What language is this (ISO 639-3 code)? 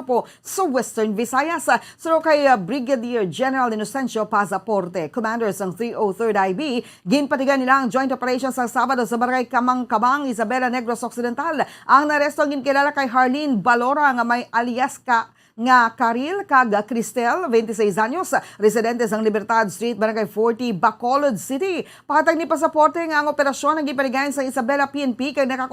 hil